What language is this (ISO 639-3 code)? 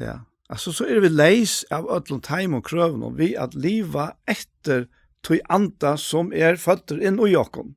fao